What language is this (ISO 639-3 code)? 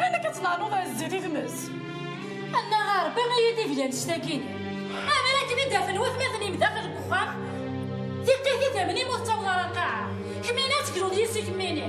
kab